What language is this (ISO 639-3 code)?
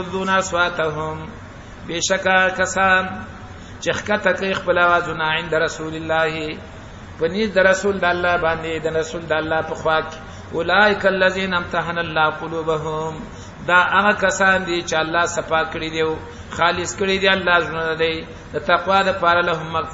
pus